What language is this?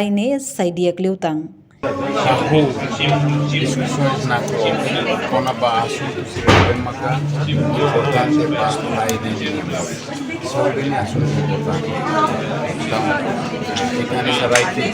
Tetum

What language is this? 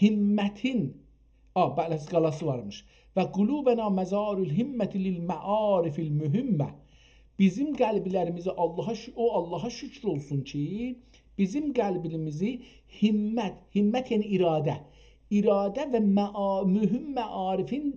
South Azerbaijani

